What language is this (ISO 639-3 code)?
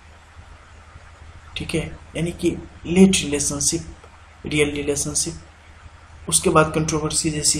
hin